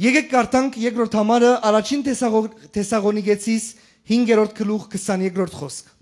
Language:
Western Armenian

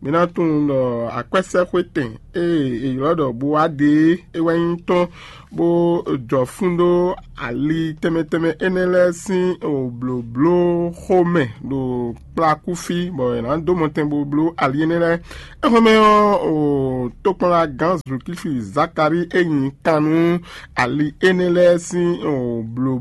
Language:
Fon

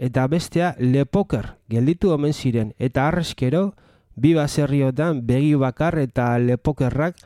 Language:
Basque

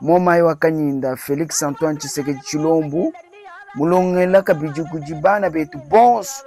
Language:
Luba-Lulua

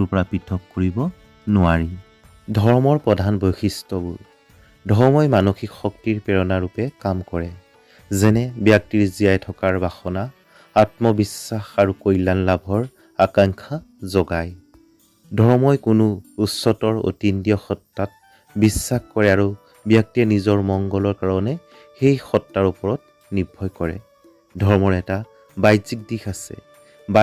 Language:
Assamese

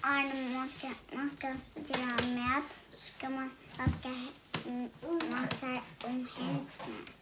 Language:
Faroese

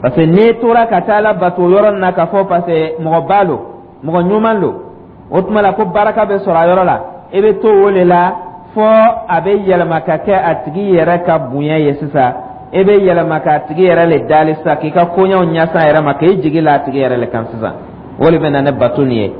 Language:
Dyula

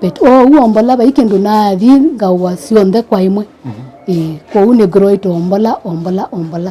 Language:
Kamba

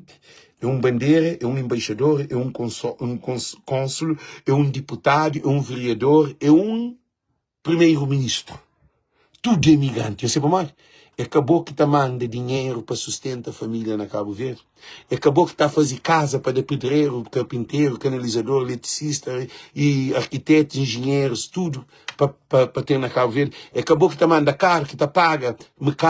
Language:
Kabuverdianu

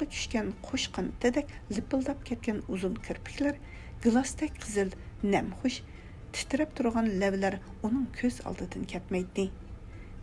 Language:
Uyghur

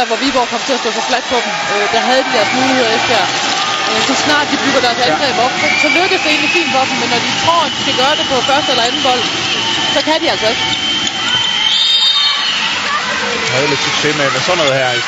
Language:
Danish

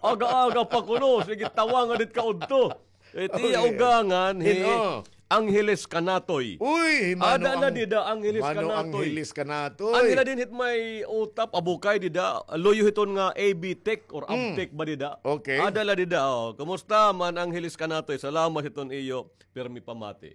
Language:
Waray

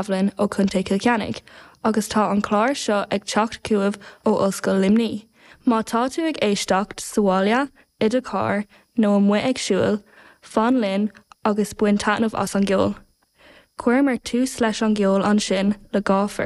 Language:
Irish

